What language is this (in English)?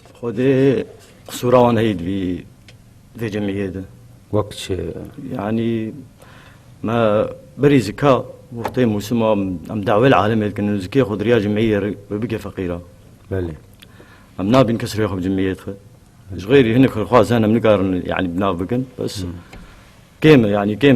Kurdish